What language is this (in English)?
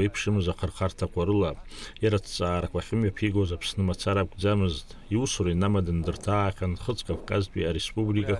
Abkhazian